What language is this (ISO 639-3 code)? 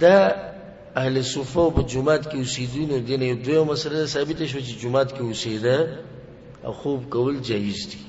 pus